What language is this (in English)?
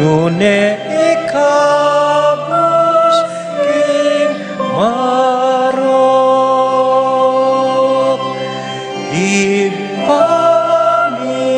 Pampanga